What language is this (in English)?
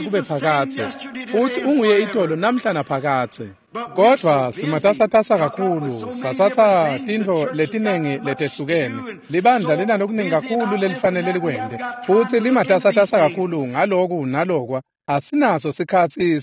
Swati